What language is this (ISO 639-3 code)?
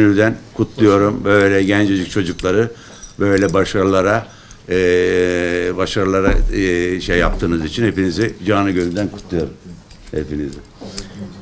tur